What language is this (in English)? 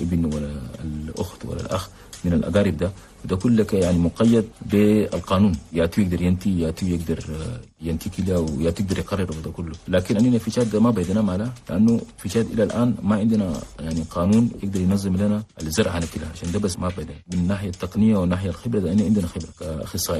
Chadian Arabic